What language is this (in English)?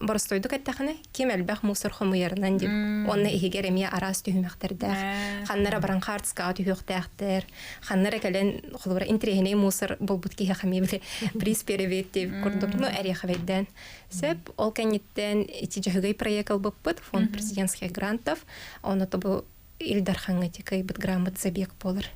Yakut